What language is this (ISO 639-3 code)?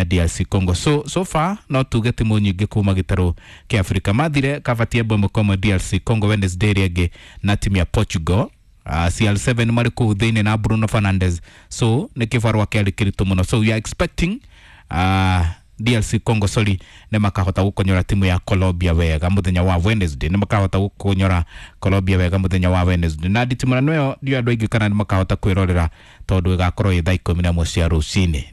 kik